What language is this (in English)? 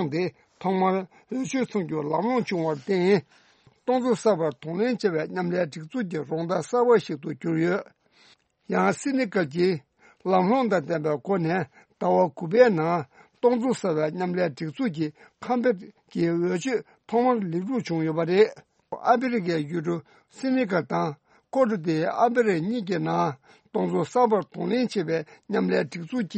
Tibetan